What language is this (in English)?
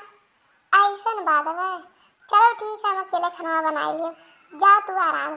Awadhi